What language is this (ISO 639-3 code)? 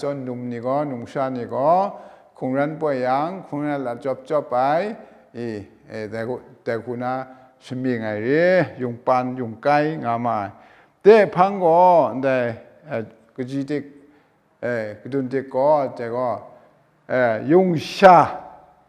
kac